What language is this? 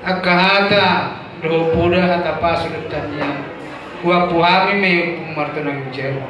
Batak Toba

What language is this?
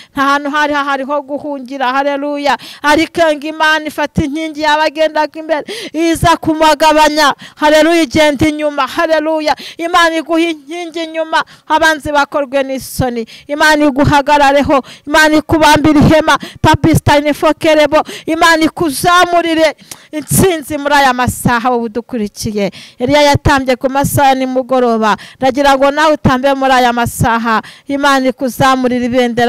Kinyarwanda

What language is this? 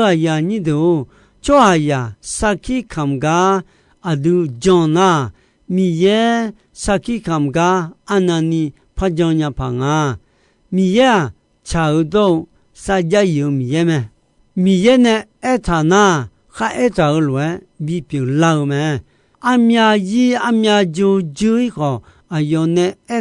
Akha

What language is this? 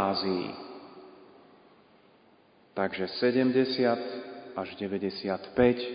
Slovak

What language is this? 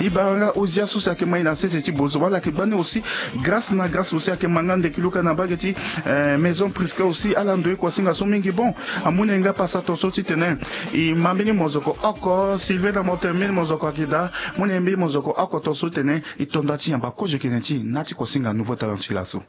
Sango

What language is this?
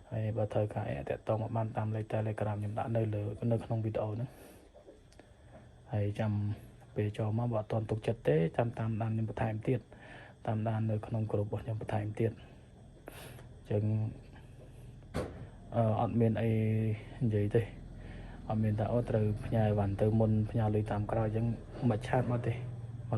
Khmer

